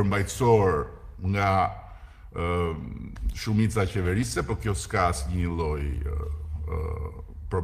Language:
Albanian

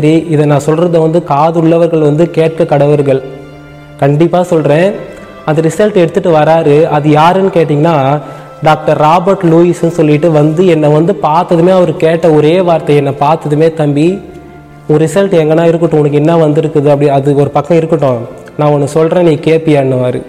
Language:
Tamil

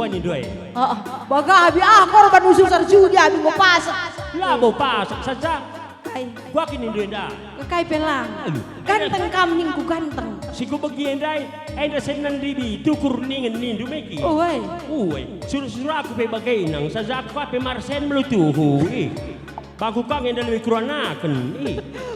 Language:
Batak Karo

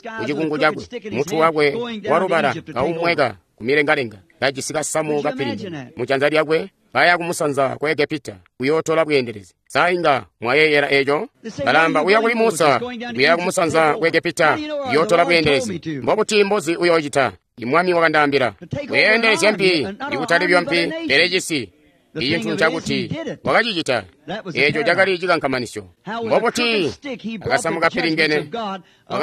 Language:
Tonga (Zambia)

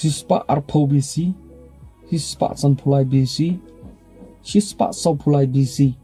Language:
Khasi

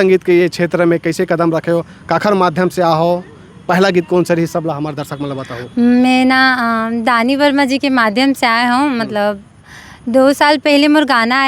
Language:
Chhattisgarhi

